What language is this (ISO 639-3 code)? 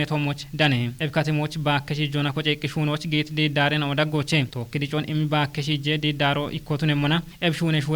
kbr